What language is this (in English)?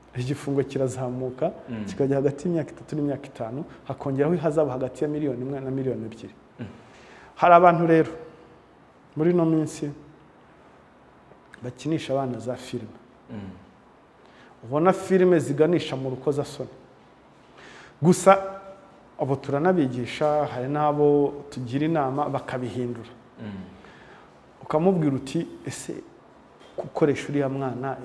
Kinyarwanda